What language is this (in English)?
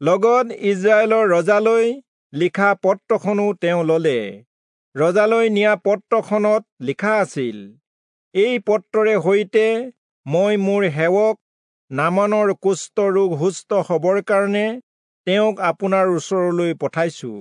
Assamese